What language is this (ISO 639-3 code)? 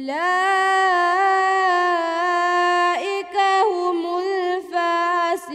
div